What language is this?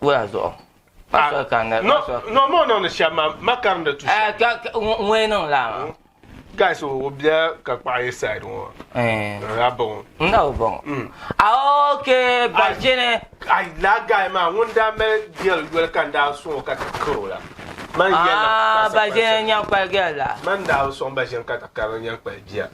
Dagbani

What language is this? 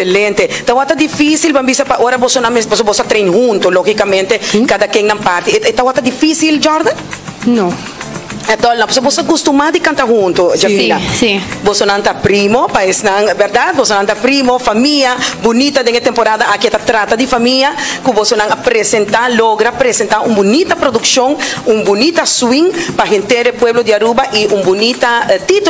Papiamento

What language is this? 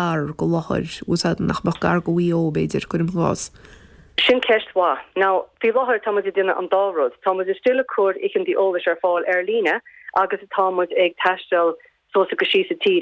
Irish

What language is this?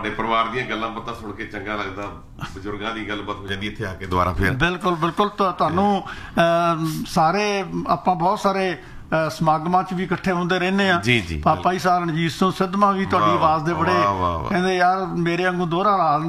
Punjabi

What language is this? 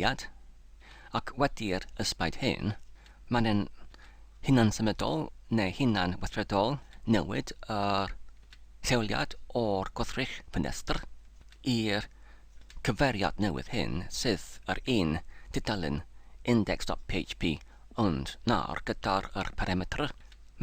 Welsh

